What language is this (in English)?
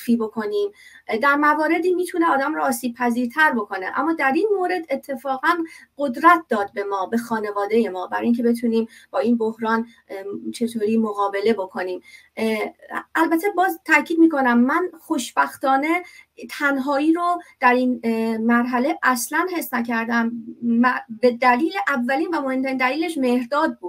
Persian